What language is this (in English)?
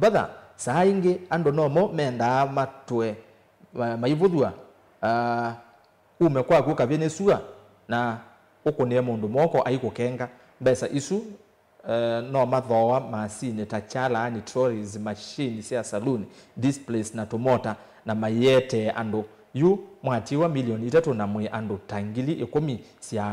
Kamba